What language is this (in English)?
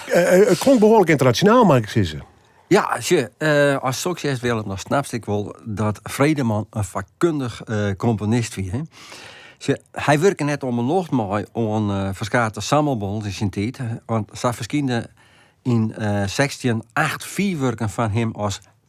Western Frisian